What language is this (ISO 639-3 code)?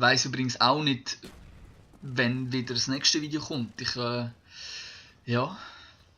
gsw